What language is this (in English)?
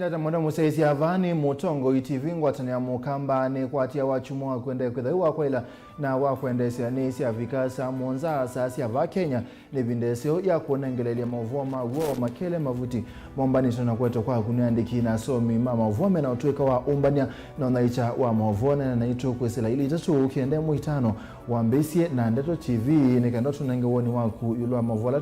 Kamba